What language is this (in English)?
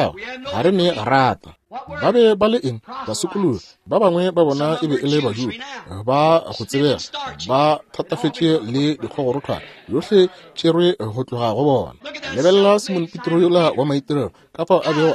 Northern Sotho